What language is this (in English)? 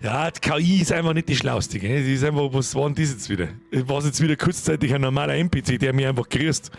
Bavarian